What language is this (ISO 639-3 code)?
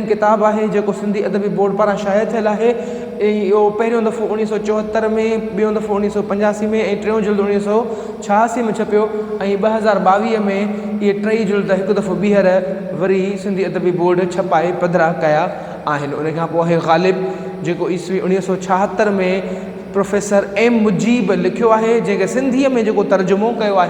snd